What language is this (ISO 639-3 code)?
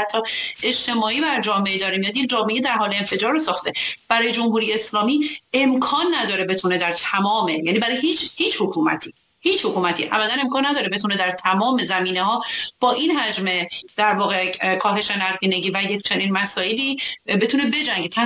fas